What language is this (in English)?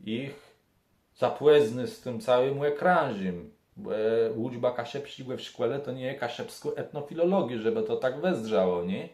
Kashubian